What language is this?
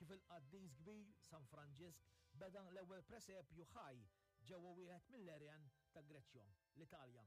Maltese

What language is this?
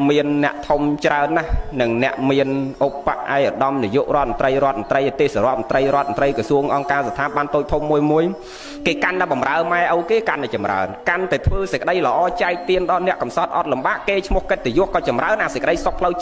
Khmer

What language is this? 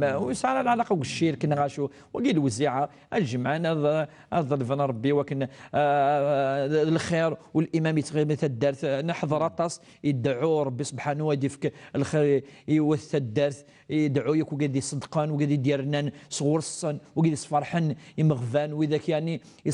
Kabyle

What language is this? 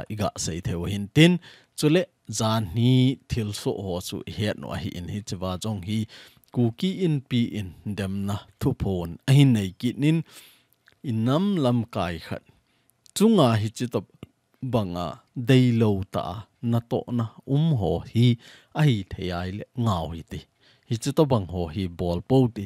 Thado Chin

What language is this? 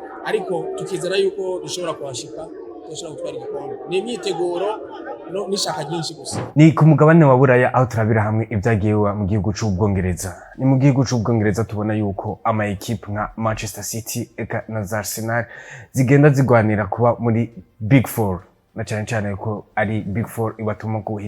Rundi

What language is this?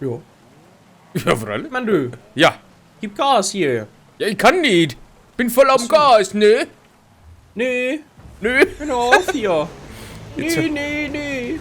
Bavarian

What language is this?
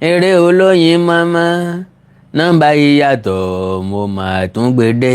Yoruba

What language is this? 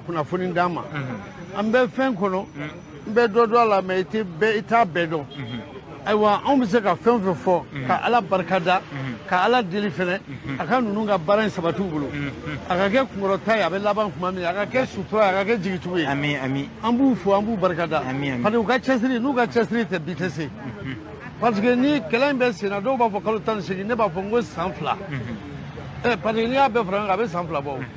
Bambara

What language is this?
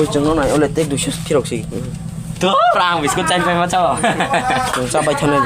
Kok Borok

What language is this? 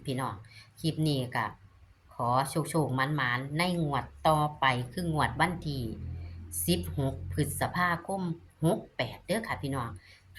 Northeastern Thai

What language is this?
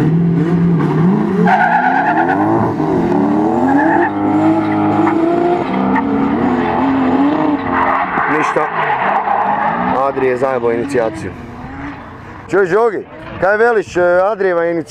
Croatian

